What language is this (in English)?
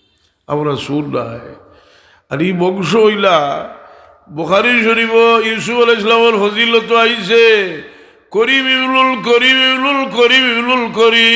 Sylheti